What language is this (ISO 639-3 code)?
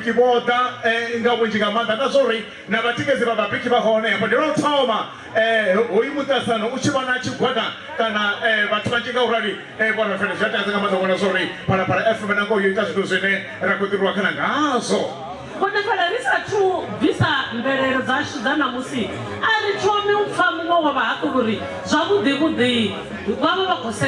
ven